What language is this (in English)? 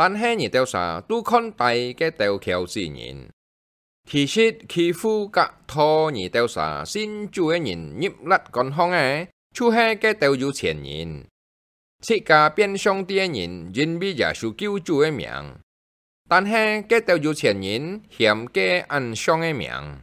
Hakka Chinese